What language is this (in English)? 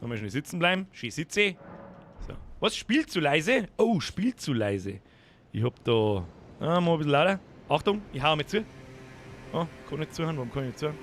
Bavarian